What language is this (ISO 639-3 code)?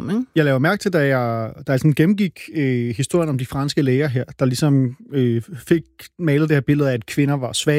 dan